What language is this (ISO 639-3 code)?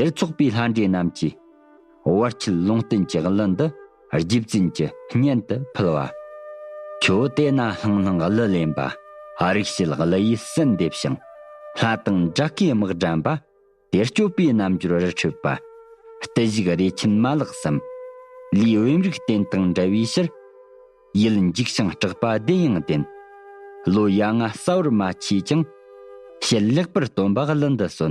bod